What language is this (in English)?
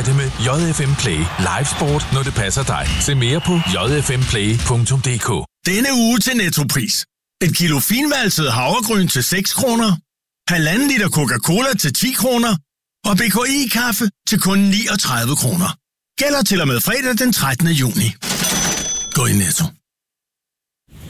Danish